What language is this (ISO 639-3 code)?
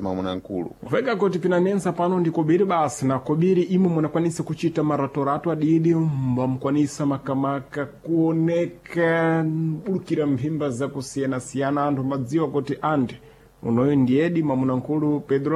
seh